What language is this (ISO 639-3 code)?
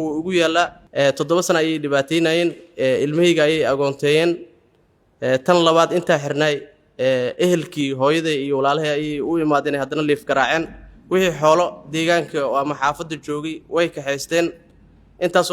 som